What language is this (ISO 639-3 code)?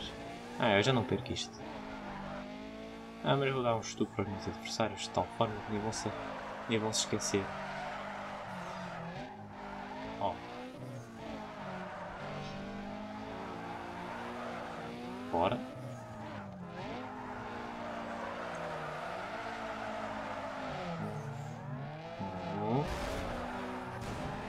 por